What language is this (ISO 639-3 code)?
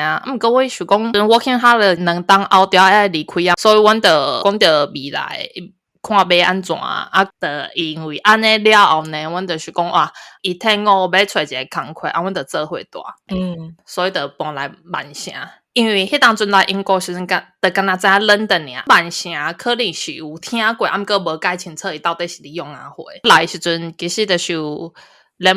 nan